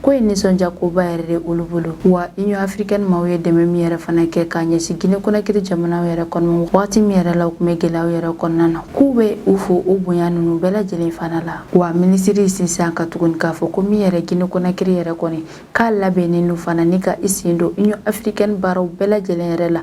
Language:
Bambara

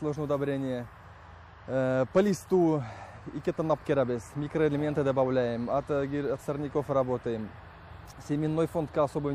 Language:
Tatar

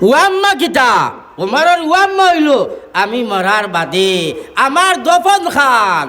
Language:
Sylheti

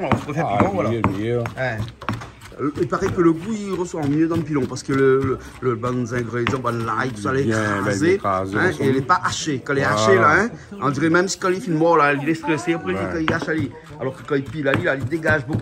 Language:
Réunion Creole French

